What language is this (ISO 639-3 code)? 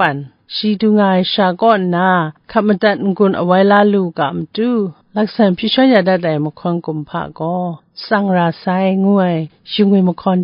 kac